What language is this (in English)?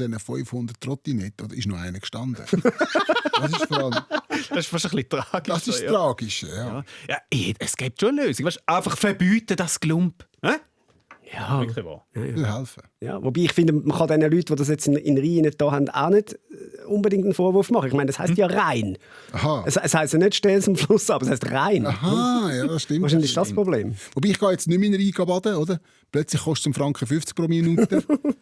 Swiss German